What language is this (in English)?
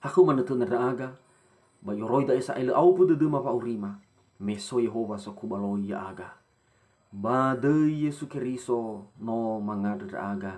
Nias